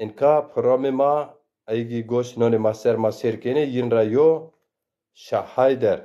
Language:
Zaza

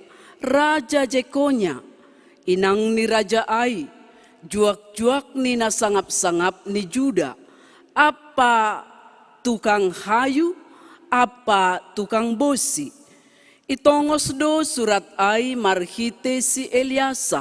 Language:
Batak Simalungun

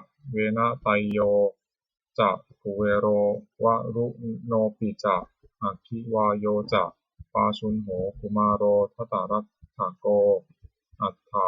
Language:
Pali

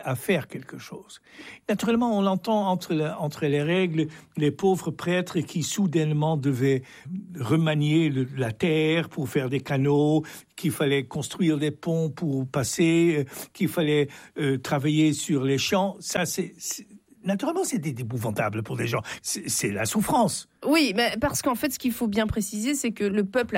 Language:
French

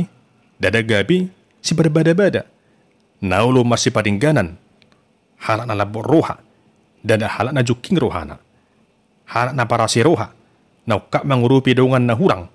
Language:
Batak Toba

